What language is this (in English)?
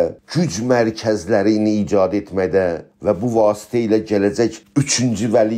South Azerbaijani